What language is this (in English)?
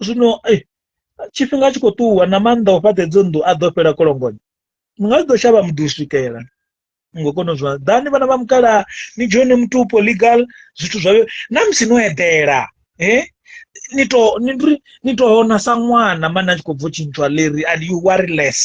Venda